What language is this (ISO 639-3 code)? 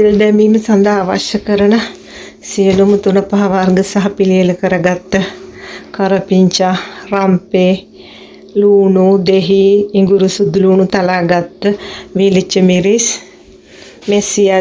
sin